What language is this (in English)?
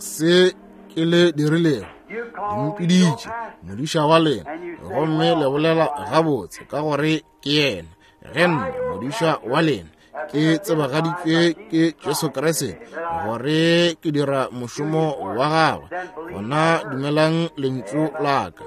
Northern Sotho